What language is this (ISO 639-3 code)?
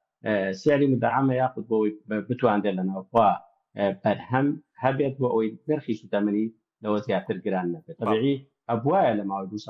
ckb